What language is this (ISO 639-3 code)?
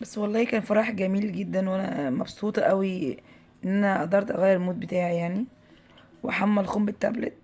arz